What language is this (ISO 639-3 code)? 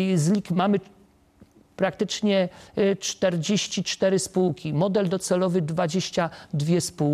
pol